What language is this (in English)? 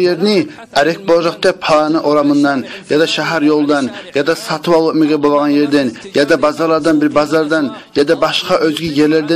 Kumyk